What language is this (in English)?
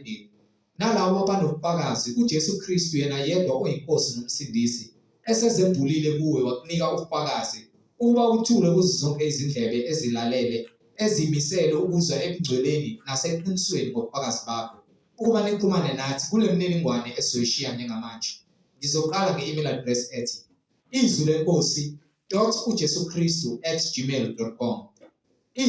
Zulu